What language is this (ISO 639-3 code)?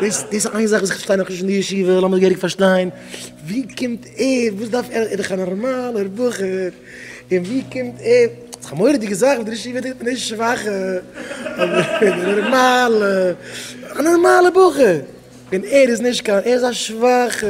yid